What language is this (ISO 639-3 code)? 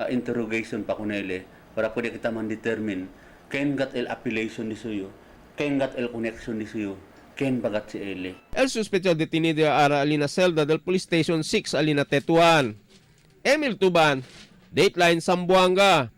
cbk